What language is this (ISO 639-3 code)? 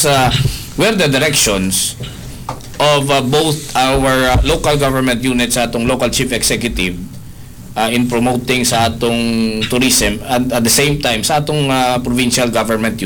ceb